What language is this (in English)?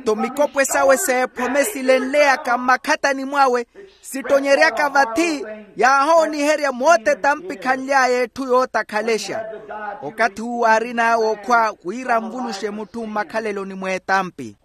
Makhuwa